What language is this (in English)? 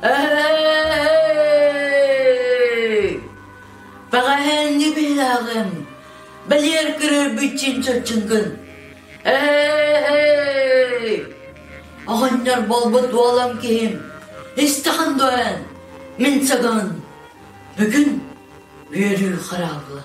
Yakut